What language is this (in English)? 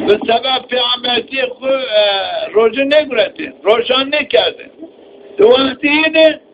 Zaza